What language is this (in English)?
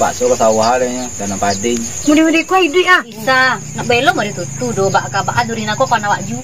Minangkabau